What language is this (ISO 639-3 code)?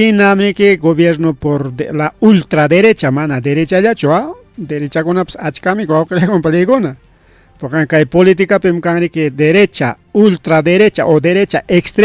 quy